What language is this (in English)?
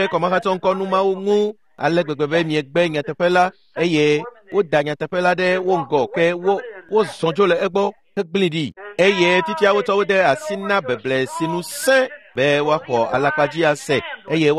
Ewe